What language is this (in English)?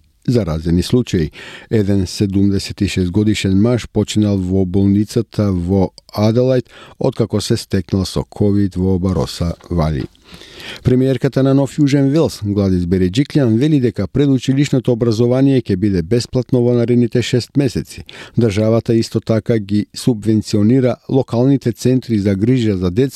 Macedonian